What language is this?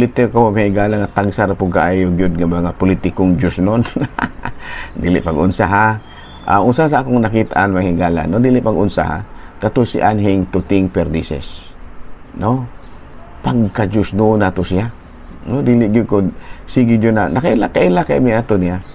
Cebuano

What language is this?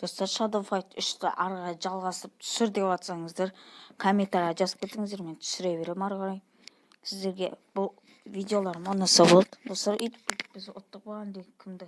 Kazakh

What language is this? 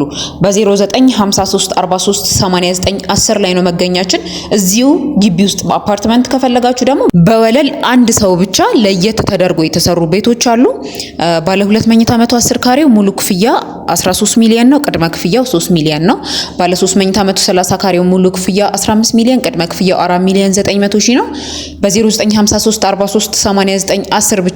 Amharic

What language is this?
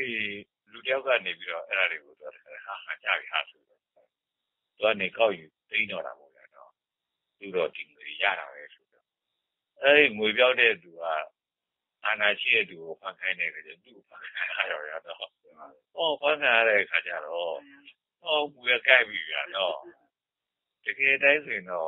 Burmese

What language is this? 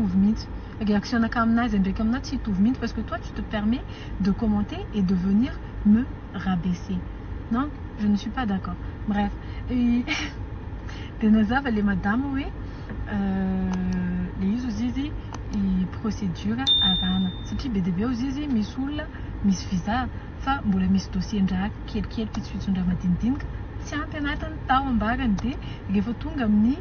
Malagasy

